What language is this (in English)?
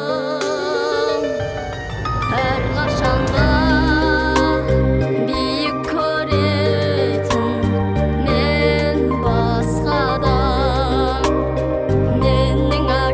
Kazakh